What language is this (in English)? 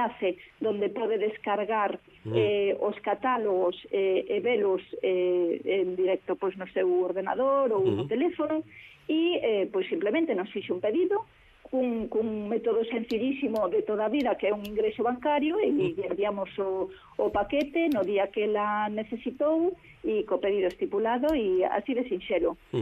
Galician